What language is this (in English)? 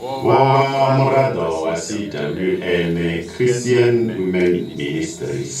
Venda